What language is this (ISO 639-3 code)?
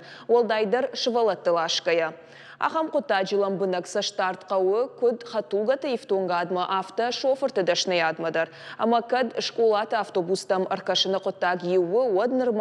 oss